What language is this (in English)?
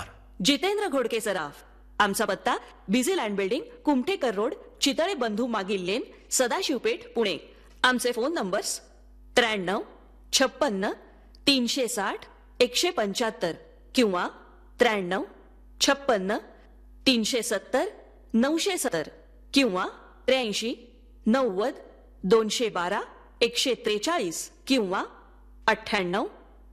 Marathi